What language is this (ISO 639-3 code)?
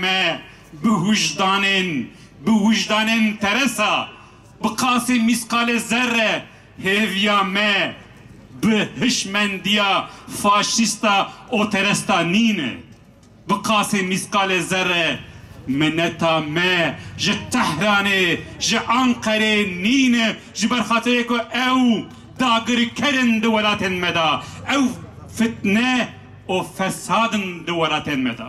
kur